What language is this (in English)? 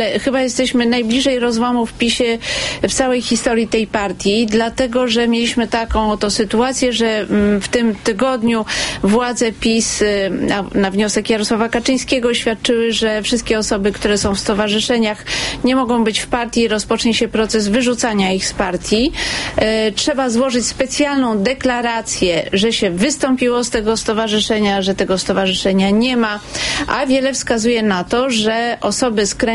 Polish